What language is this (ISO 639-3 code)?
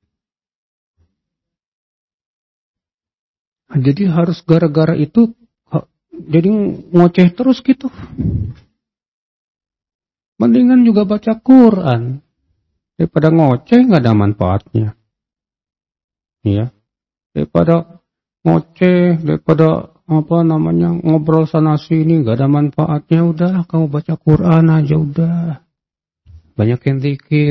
ind